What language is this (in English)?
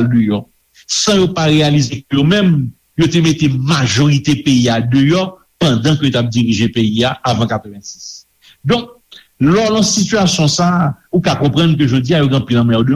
Haitian Creole